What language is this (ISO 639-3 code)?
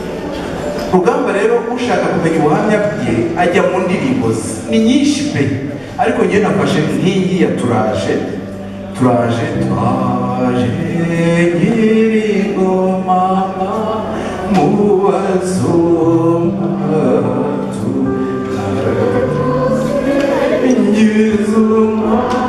kin